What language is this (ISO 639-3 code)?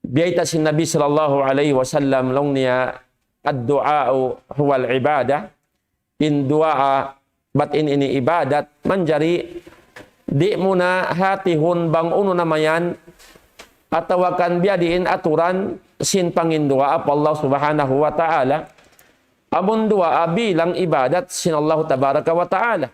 tsg